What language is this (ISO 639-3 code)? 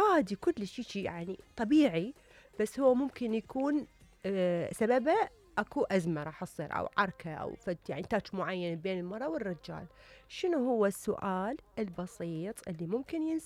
acm